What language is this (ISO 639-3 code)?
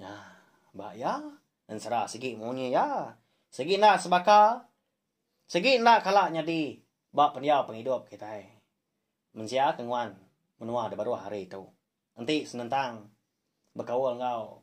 iba